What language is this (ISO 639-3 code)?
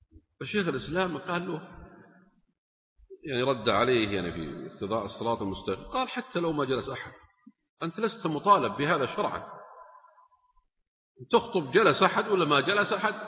ara